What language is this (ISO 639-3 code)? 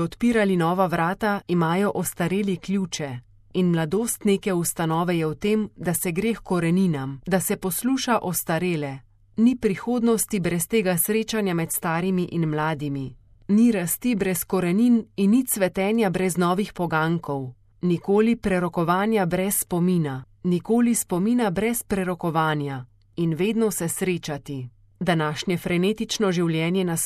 slv